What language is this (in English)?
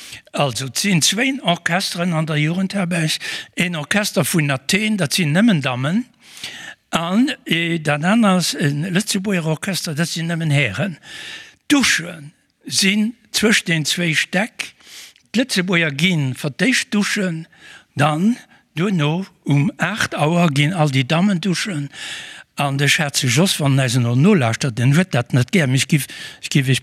Luxembourgish